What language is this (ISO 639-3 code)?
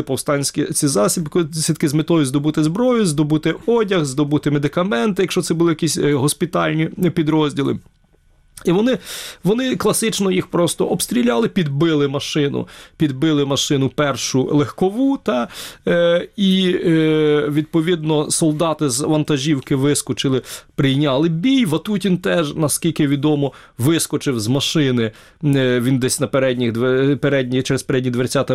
ukr